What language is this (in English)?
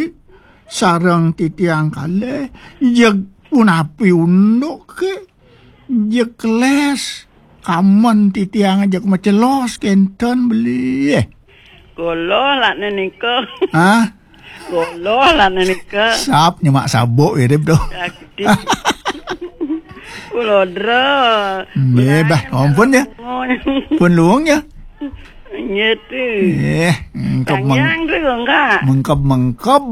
Balinese